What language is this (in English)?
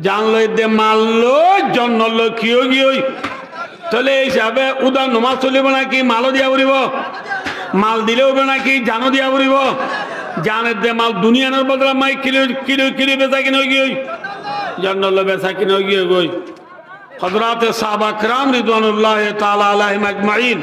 Rohingya